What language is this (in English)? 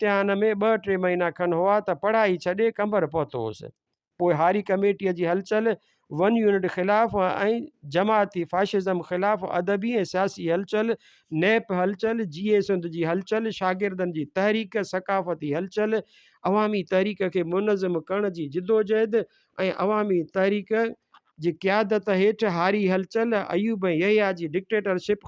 Sindhi